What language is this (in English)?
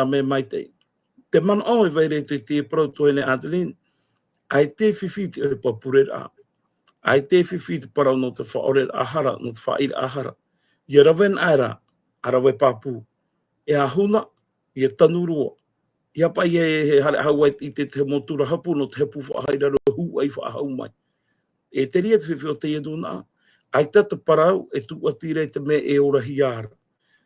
Tahitian